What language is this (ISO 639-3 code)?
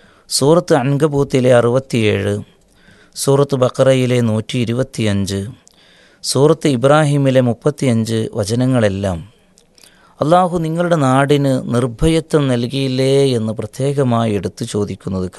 mal